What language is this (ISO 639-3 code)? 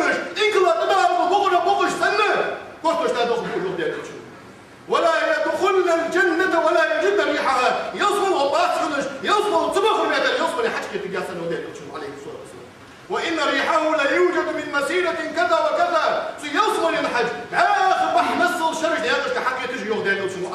inh